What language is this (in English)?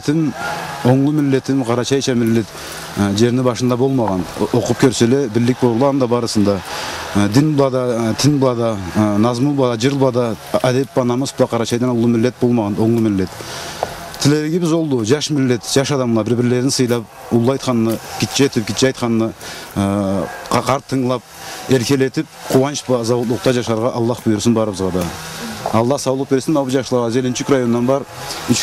Karachay-Balkar